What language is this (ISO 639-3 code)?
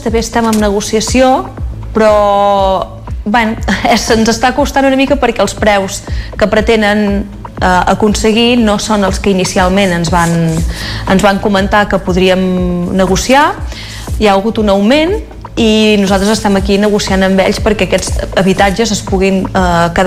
cat